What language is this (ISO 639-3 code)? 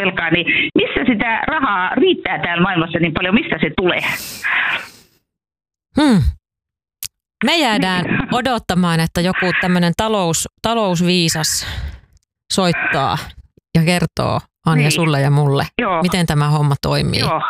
fin